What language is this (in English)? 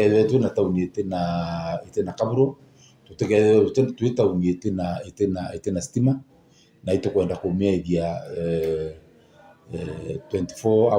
Meru